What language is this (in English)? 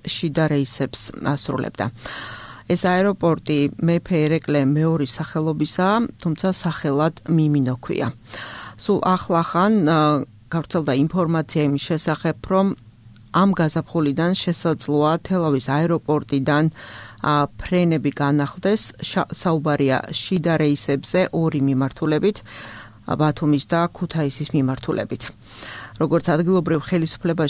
Georgian